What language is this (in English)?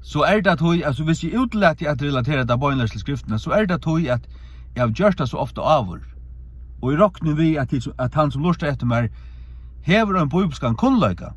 Faroese